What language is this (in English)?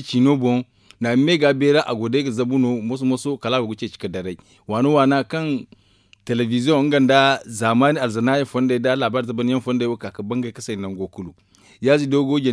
Zarma